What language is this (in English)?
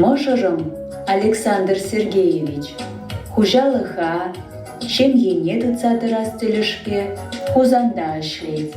Chuvash